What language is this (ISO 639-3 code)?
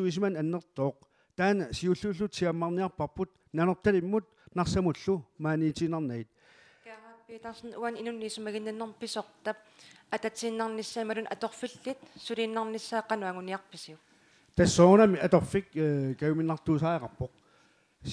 kal